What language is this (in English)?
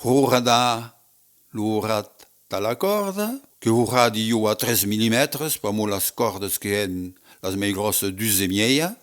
Occitan